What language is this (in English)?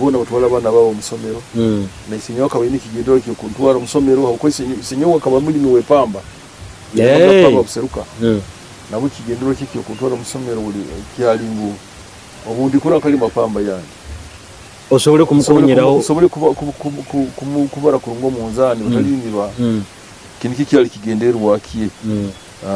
Nyoro